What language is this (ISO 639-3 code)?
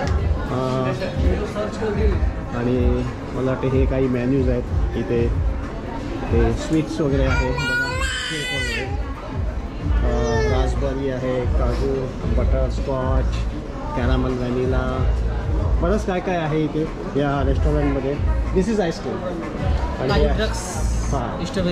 mar